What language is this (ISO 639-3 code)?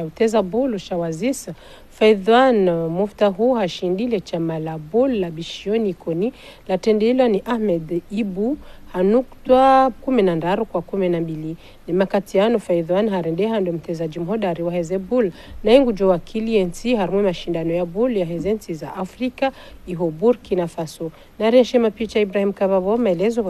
zdj